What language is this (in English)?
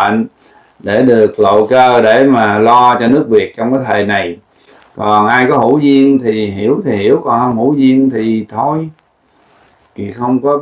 Vietnamese